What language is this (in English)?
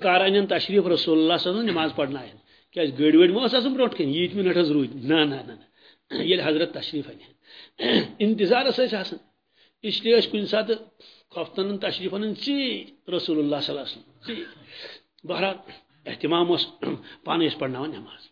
Kashmiri